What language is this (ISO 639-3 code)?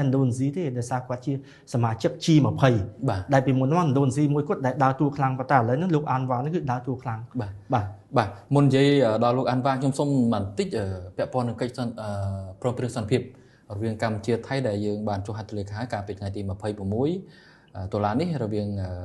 khm